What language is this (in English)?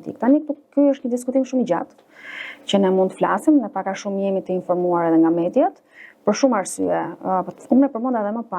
Albanian